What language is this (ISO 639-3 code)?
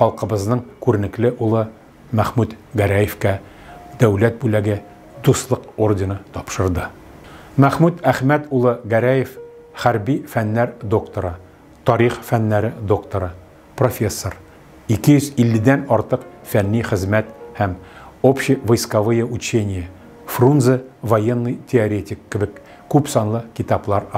tat